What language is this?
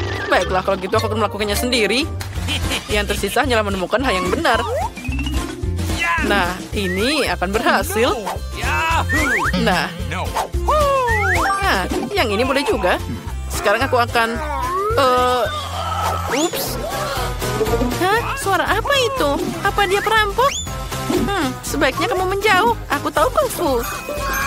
Indonesian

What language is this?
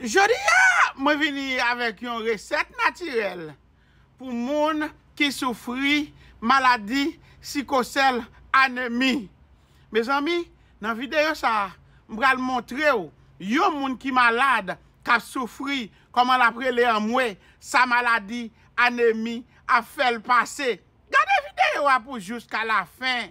Haitian Creole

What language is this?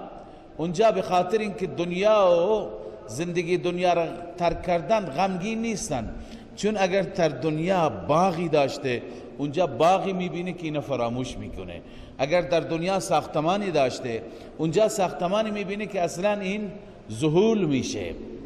Persian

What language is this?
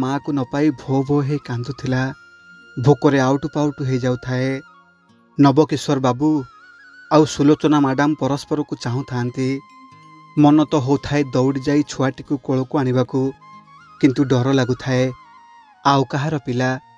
Odia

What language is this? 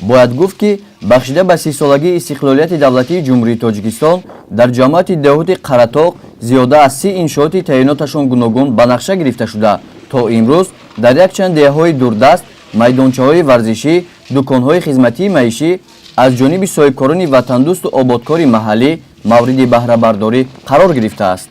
Tajik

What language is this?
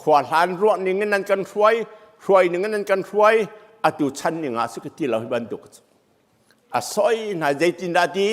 Hakha Chin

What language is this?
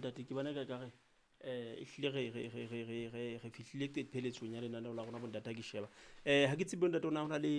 Southern Sotho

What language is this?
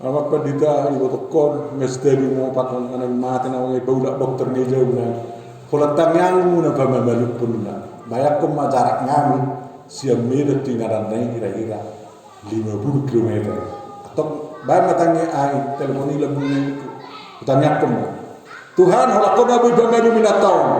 Batak Toba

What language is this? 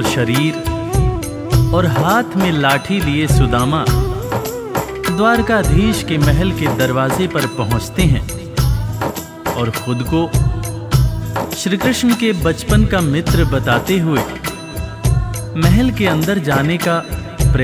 Hindi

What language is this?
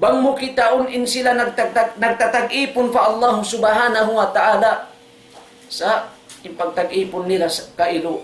Tausug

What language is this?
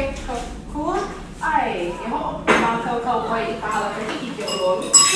Hawaiian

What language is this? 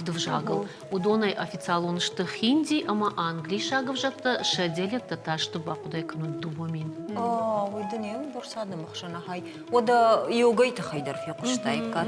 Ossetic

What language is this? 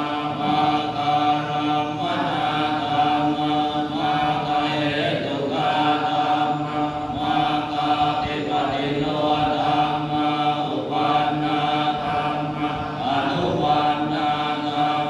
Pali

